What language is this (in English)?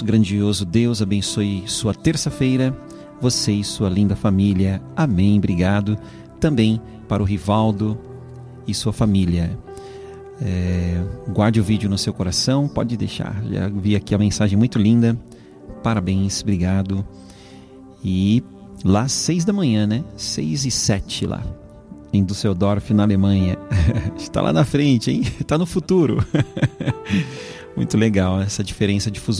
Portuguese